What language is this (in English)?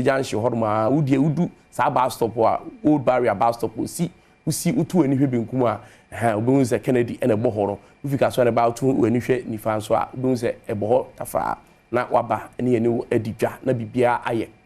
Akan